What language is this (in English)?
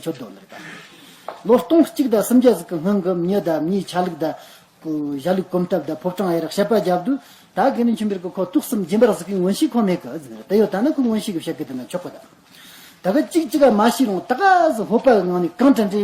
Tibetan